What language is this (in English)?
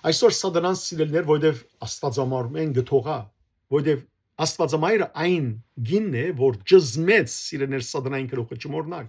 Western Armenian